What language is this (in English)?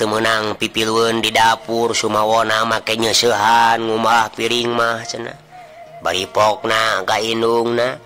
Sundanese